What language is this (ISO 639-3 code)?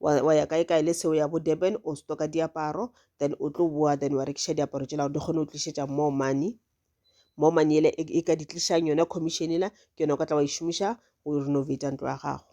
nso